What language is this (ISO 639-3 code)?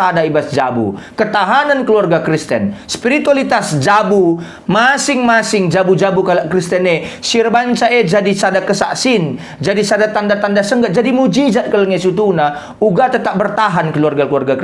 btx